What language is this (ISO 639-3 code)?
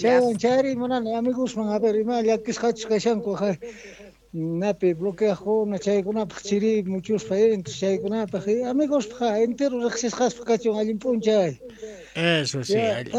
quh